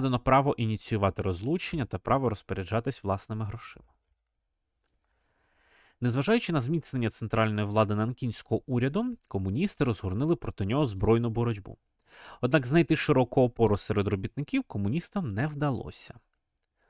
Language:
Ukrainian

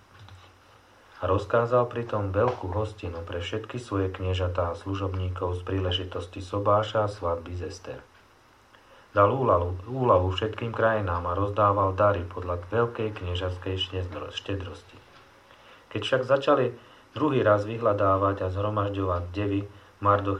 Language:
Slovak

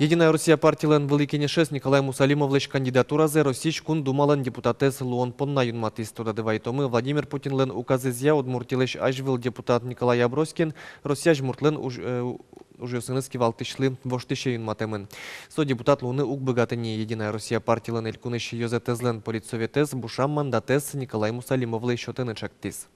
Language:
Udmurt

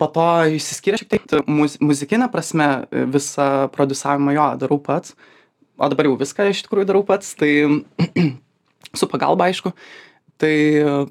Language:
Lithuanian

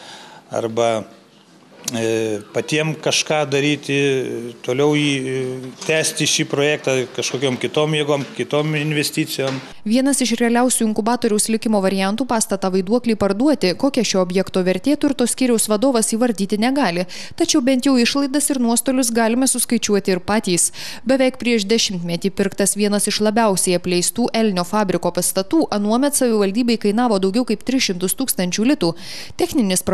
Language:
Lithuanian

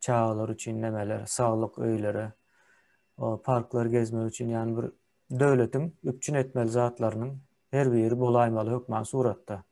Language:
Turkmen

